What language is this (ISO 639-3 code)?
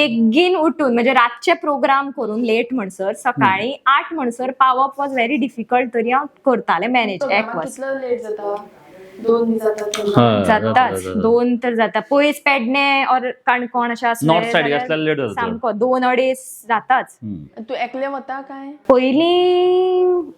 kok